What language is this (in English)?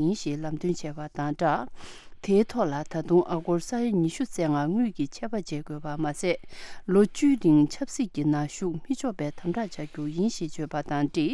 Tibetan